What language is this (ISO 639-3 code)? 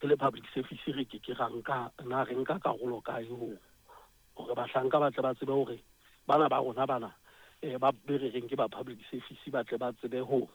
sot